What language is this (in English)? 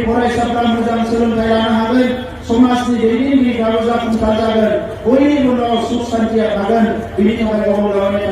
Bodo